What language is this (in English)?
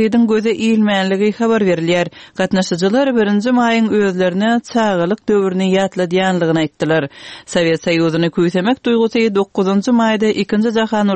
Turkmen